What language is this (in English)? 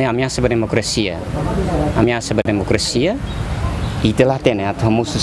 Tetum